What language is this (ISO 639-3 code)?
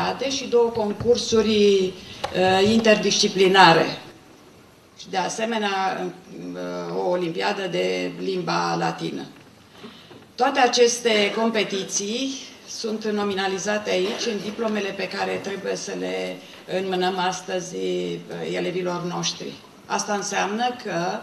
ron